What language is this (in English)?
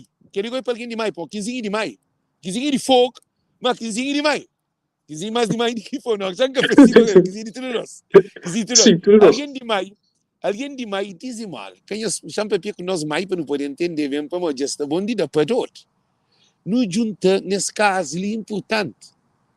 Kabuverdianu